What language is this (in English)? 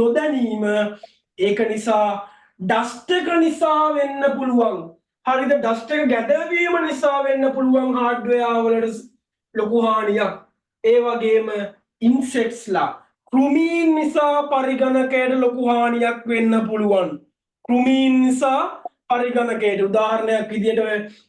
Sinhala